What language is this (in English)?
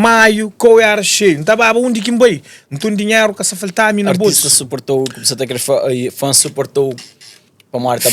Kabuverdianu